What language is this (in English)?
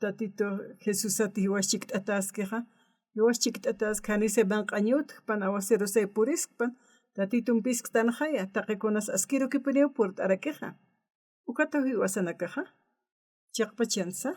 Aymara